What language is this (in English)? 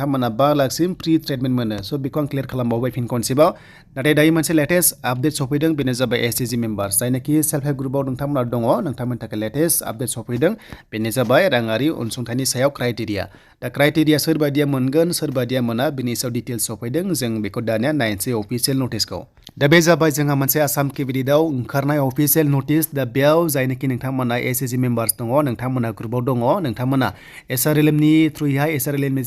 Bodo